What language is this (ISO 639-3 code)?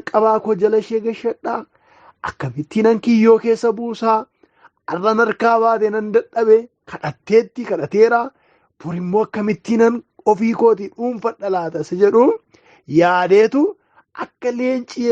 orm